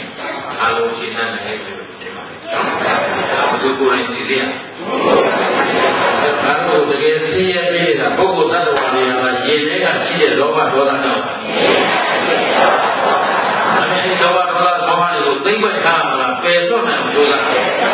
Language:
Burmese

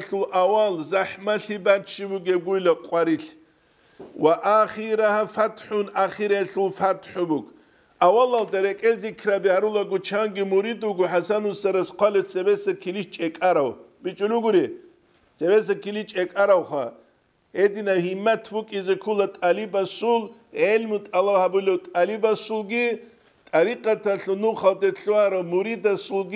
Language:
Avaric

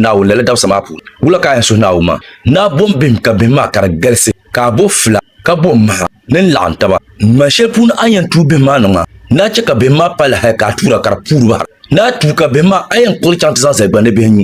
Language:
Dagbani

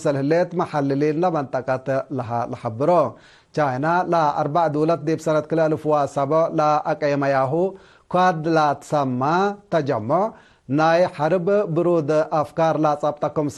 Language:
Tigre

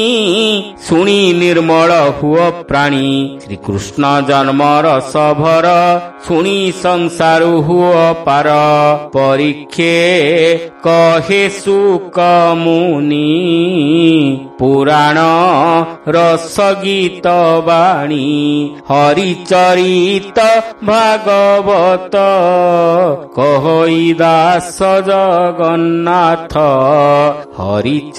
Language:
Odia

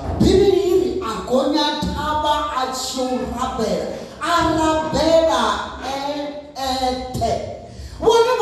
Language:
Venda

